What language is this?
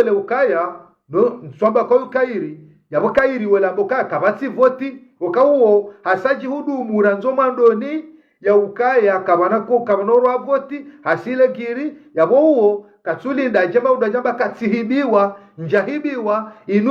Ngazidja Comorian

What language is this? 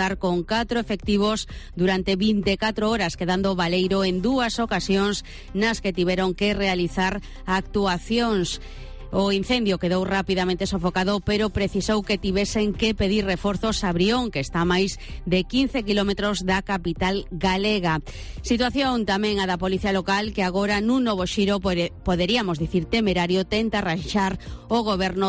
Galician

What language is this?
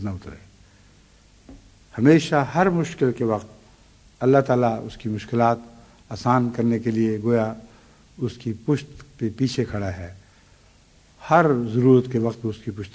Urdu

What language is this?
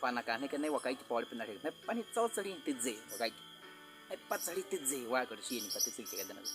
Baniwa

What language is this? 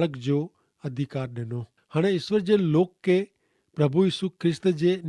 Kachhi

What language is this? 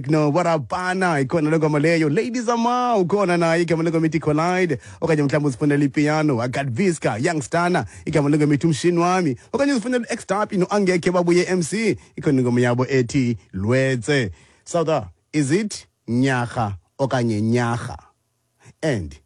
Xhosa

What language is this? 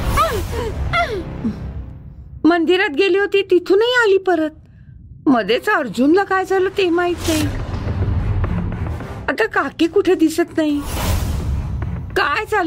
Marathi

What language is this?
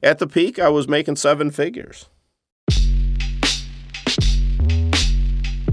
English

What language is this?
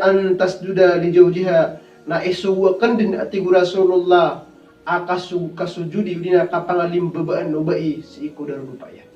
Maranao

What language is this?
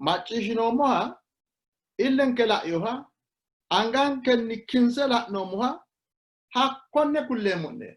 Sidamo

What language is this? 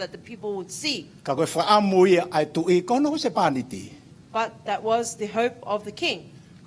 Tongan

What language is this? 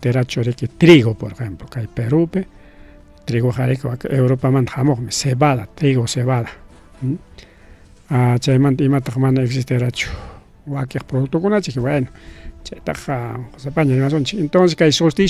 Ayacucho Quechua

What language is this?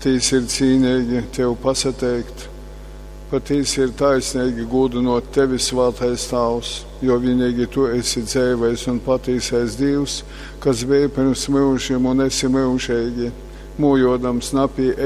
Latgalian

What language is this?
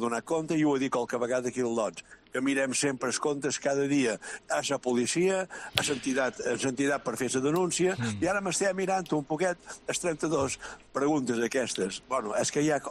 Catalan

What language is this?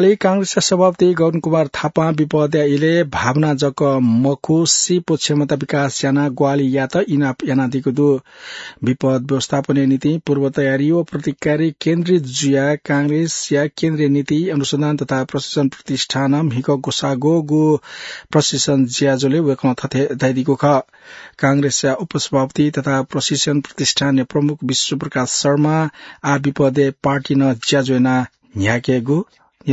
Newari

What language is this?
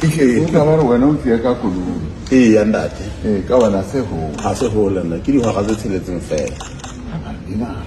Southern Sotho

